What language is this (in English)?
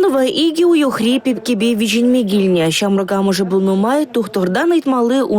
Chuvash